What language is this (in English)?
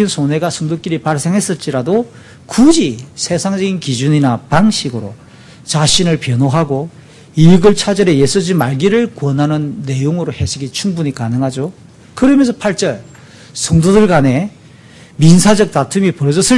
Korean